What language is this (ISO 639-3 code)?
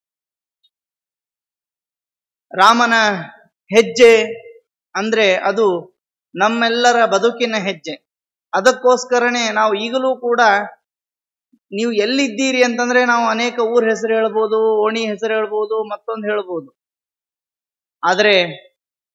kan